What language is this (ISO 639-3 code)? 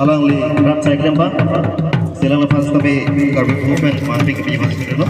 mjw